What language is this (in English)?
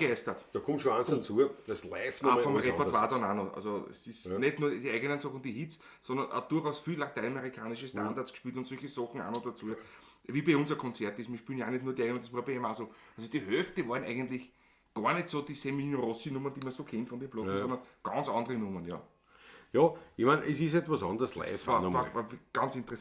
Bavarian